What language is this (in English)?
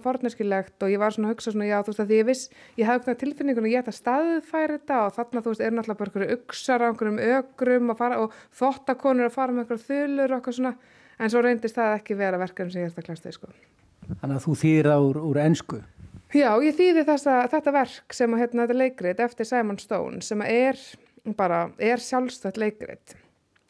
Icelandic